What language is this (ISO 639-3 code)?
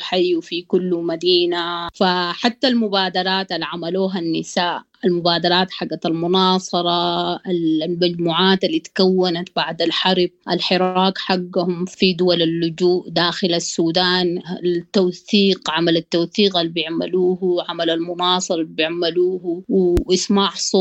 apd